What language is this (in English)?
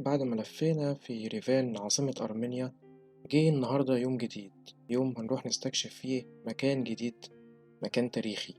Egyptian Arabic